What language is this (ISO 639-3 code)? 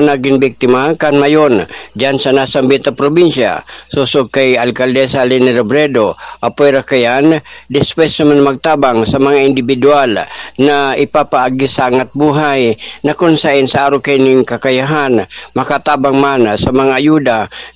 bik